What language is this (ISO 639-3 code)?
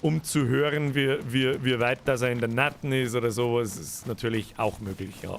bar